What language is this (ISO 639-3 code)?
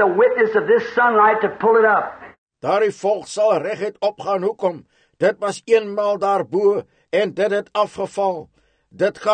afr